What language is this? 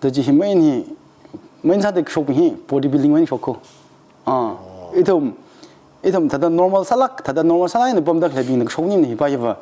Tangkhul Naga (India)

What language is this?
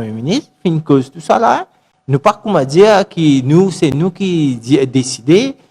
Morisyen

